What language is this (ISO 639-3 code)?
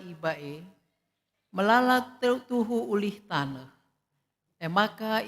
btx